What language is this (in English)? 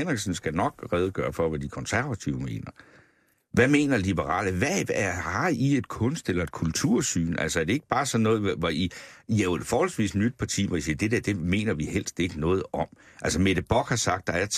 Danish